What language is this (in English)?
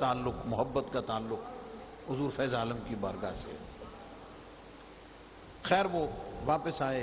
Urdu